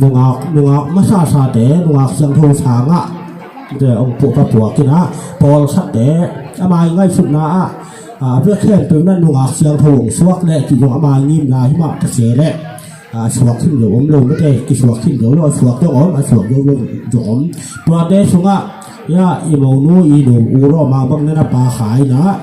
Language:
Tedim Chin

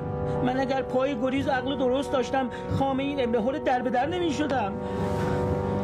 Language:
Persian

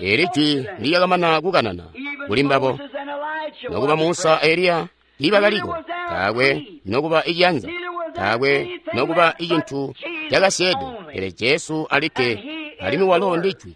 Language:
Tonga (Zambia)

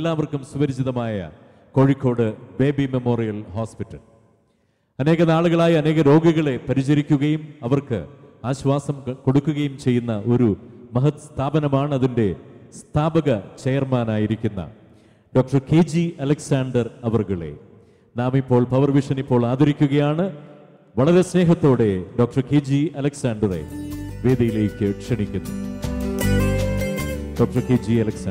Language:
Malayalam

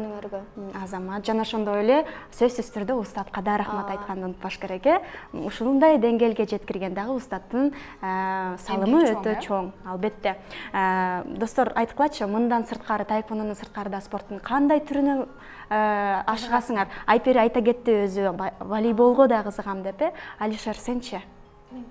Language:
Kyrgyz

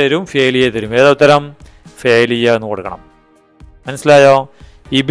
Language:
Malayalam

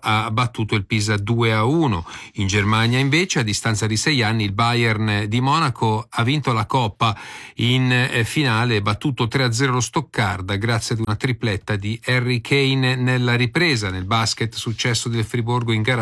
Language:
Italian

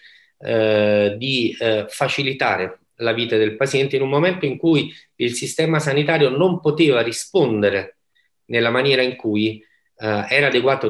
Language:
Italian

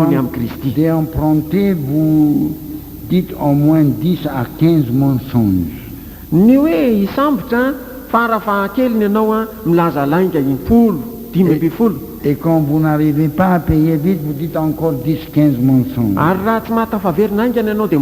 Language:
Malagasy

